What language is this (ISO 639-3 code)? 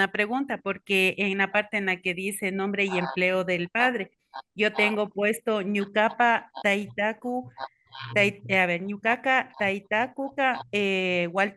qvi